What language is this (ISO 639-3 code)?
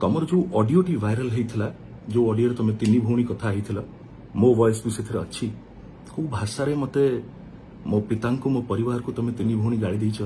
ori